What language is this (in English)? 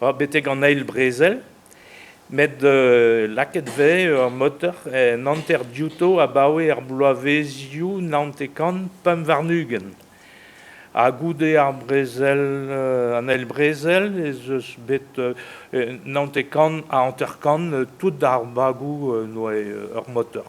Breton